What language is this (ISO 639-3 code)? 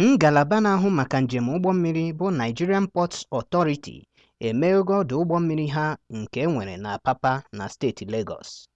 ibo